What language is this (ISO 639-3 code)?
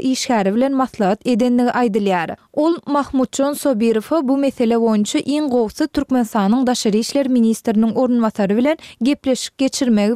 tuk